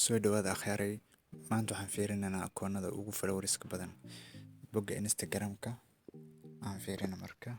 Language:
Somali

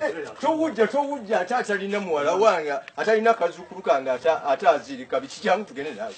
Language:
Ganda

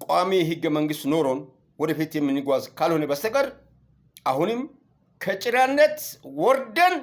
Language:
Amharic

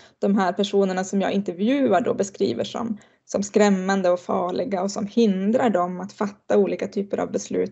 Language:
Swedish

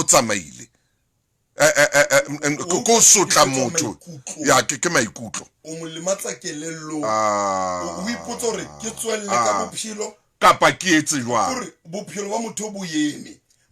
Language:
Southern Sotho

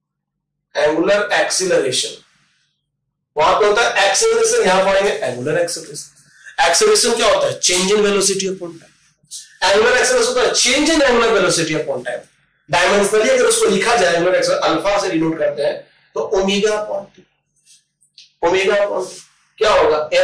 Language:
Hindi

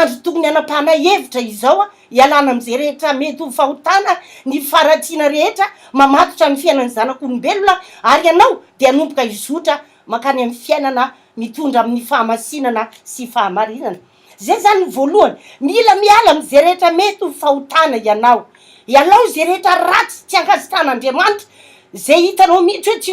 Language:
Malagasy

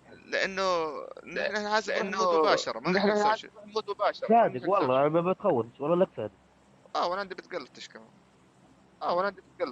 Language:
North Levantine Arabic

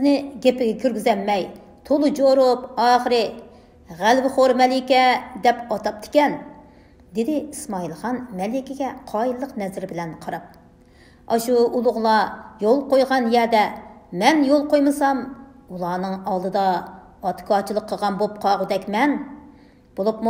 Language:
Uyghur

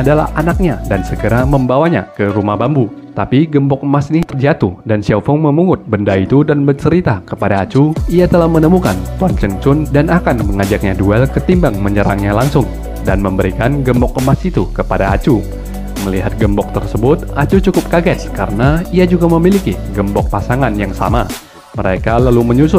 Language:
Indonesian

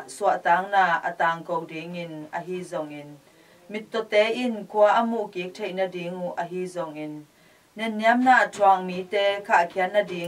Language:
Tedim Chin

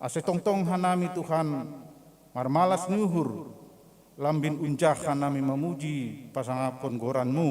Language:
Batak Simalungun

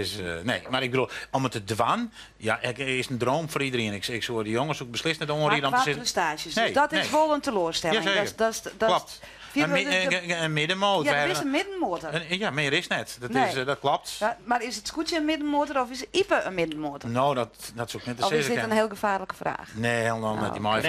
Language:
Western Frisian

